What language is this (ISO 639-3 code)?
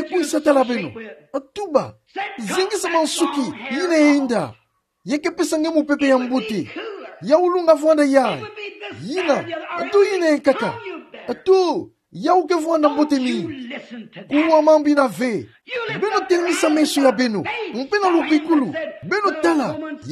ktu